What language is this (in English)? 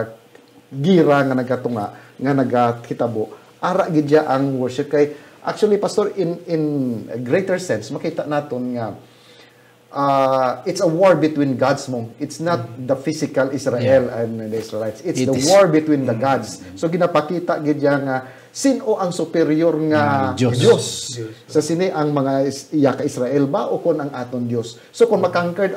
Hiligaynon